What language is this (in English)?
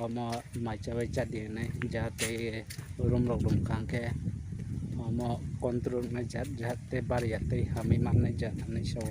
Kok Borok